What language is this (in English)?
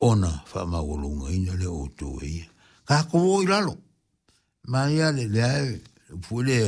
Samoan